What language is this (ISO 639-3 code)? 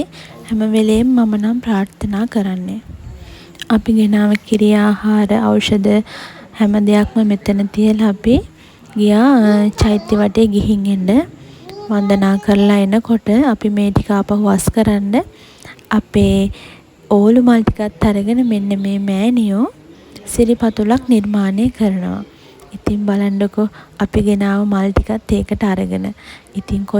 sin